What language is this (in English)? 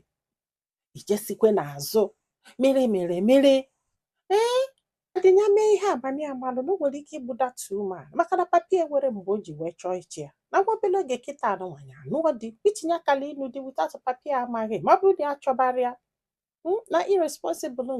Igbo